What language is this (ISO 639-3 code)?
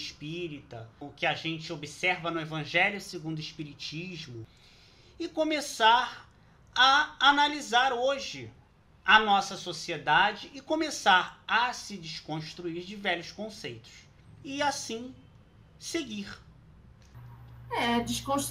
por